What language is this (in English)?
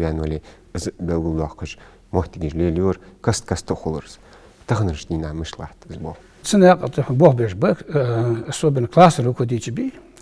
Ingush